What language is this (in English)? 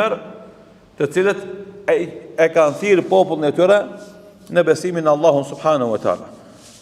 Albanian